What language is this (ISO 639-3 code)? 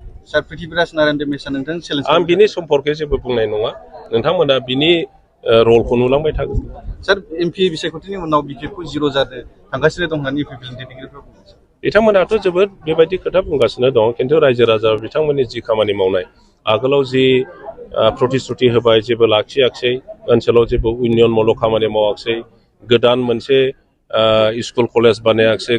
brx